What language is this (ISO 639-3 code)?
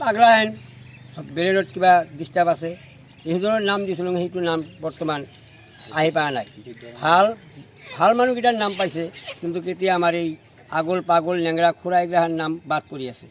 asm